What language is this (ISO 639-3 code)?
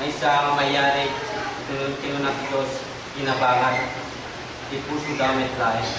ilo